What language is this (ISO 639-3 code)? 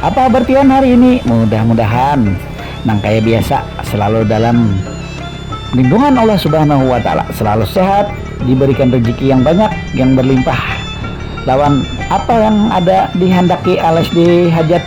bjn